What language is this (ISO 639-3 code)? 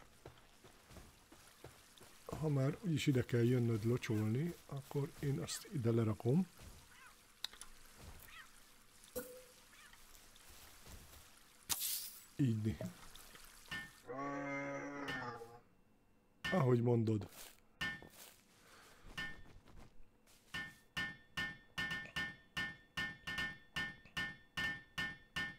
hun